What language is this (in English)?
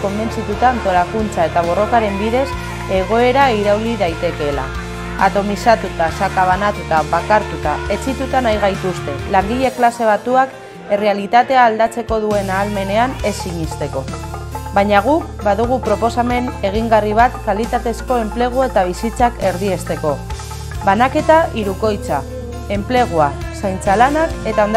Basque